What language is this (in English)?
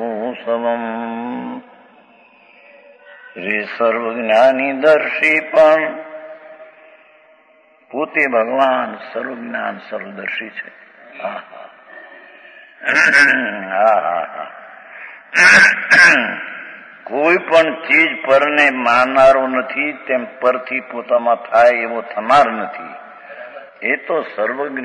Gujarati